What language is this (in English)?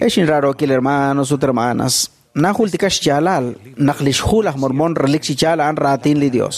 Kekchí